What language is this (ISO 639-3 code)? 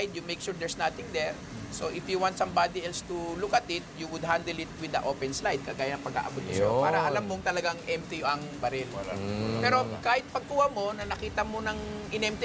fil